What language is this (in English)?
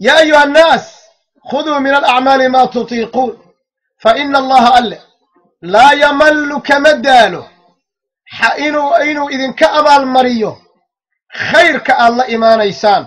Somali